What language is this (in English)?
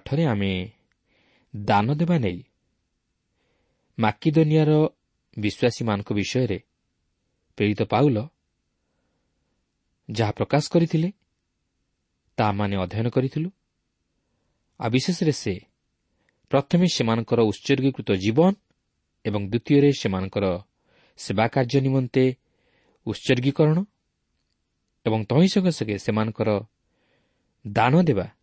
Odia